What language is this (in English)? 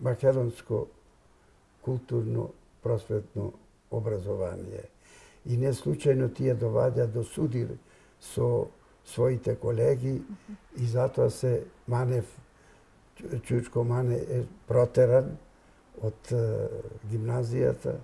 Macedonian